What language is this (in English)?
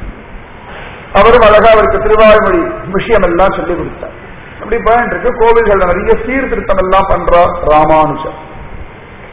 Tamil